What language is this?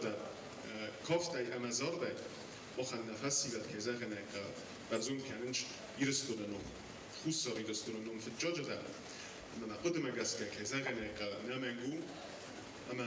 Ossetic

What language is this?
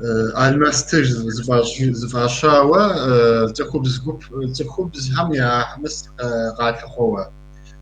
Kabardian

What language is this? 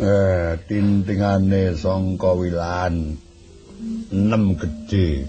Javanese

